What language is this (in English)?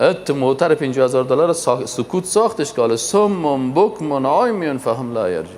Persian